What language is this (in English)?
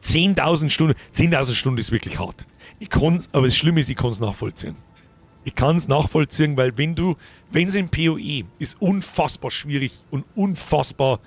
Bavarian